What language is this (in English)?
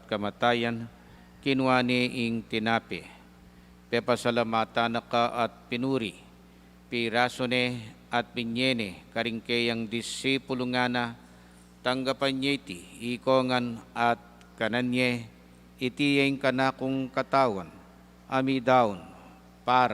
Pampanga